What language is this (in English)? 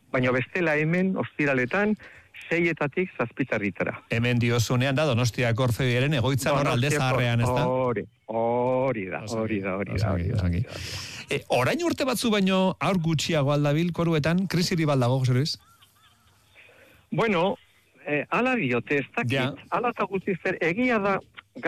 Basque